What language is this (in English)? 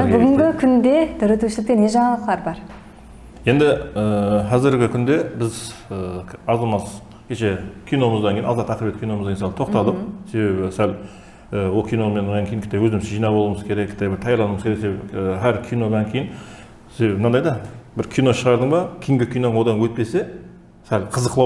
Kara-Kalpak